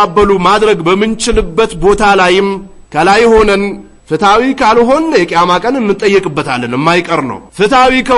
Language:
Amharic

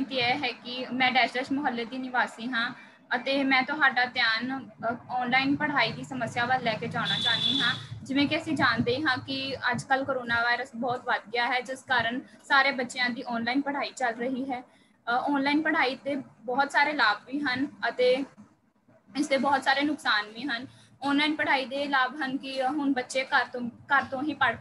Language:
Punjabi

